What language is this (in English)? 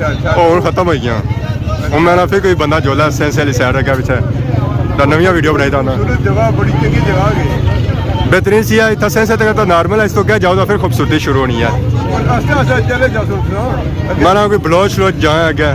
Pahari-Potwari